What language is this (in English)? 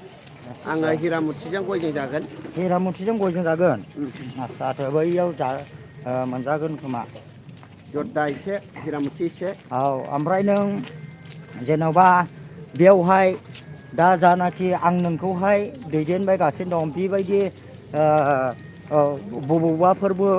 Bodo